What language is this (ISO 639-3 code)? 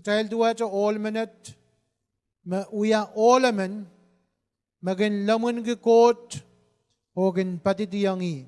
pon